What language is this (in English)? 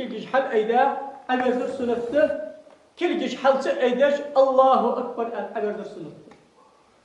Ingush